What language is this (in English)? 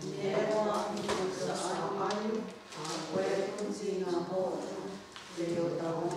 Mohawk